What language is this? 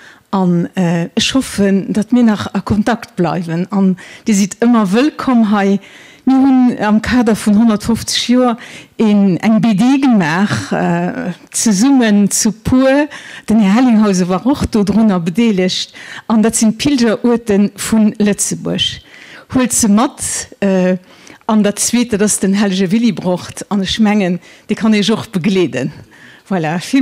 Luxembourgish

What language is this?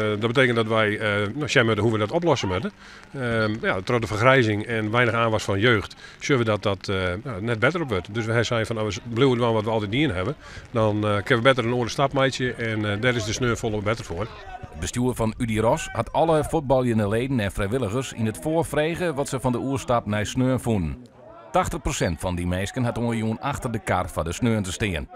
Western Frisian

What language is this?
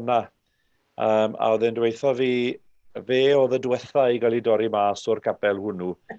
Welsh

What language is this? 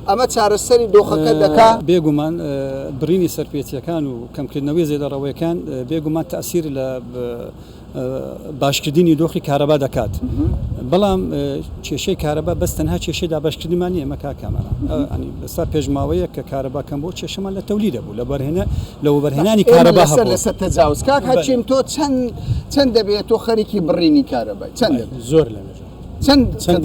Central Kurdish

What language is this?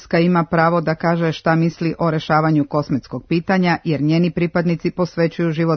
Serbian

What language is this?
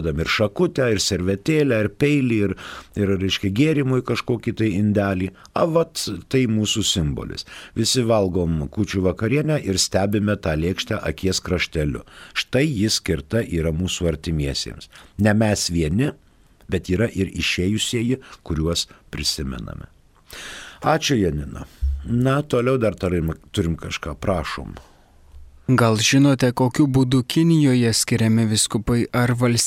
Lithuanian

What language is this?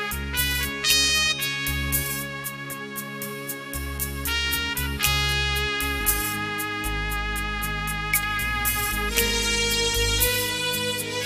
Malayalam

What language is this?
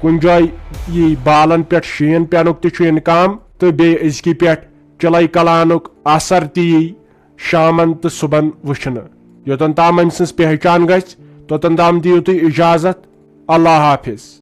Kashmiri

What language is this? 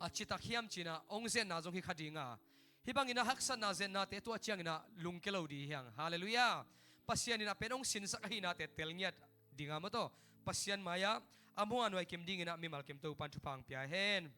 Tedim Chin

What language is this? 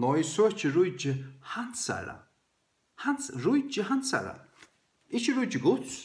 Faroese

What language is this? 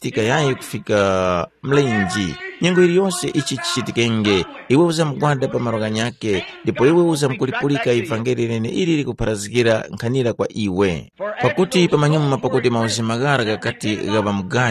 Tumbuka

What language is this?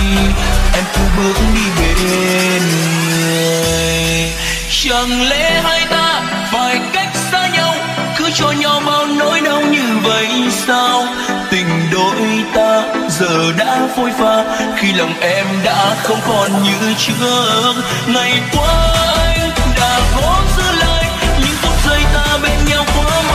Vietnamese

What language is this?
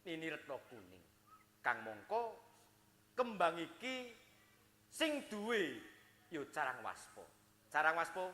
Javanese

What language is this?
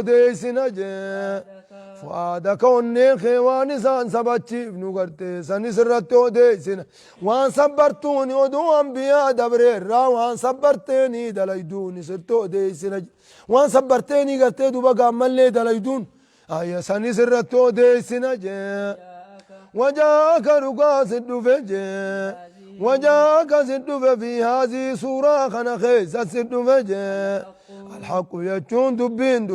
Oromo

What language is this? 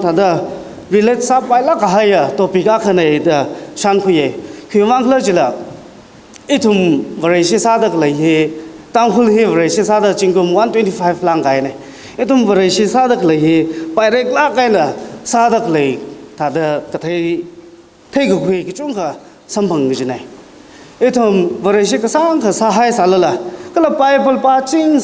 Tangkhul Naga (India)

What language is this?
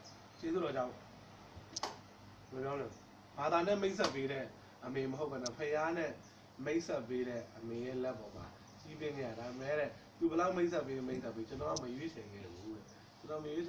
Burmese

